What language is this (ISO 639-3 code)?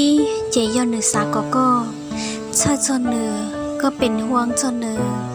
hmn